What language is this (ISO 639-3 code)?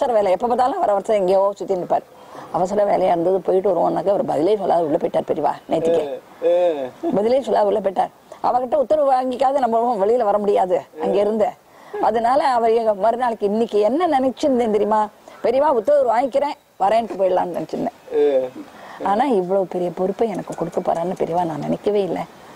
tam